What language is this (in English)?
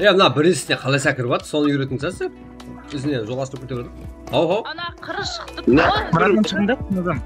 Kara-Kalpak